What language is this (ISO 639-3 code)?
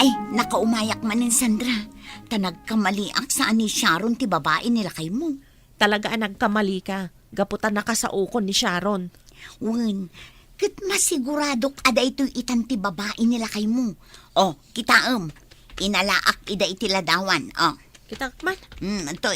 ilo